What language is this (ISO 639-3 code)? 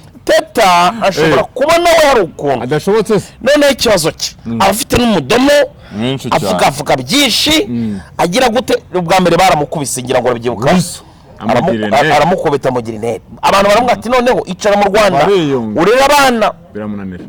kin